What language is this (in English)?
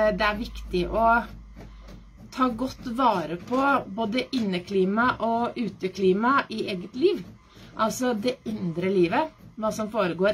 Norwegian